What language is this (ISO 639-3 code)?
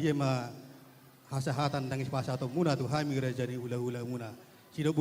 bbc